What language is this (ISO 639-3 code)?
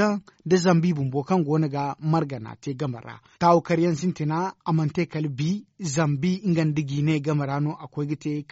dje